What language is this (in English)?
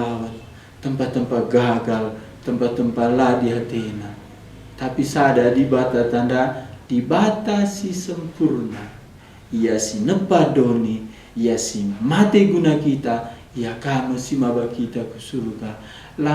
Batak Karo